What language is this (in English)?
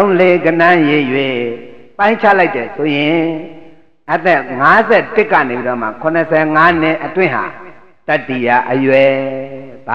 Burmese